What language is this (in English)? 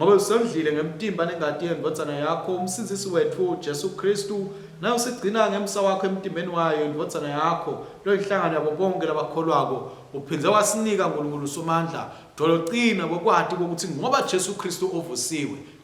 Swati